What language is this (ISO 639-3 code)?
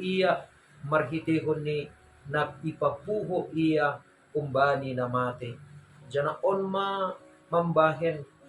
bts